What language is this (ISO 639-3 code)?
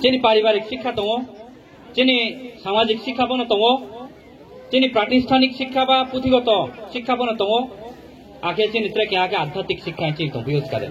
ria